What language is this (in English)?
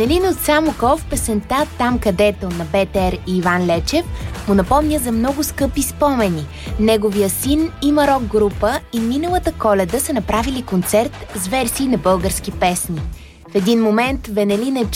Bulgarian